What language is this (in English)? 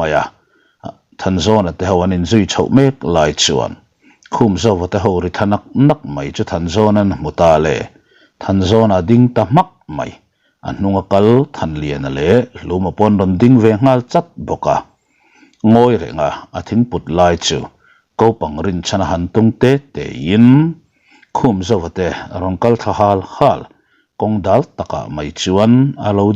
Mizo